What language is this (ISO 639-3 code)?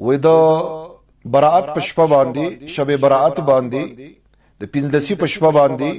pus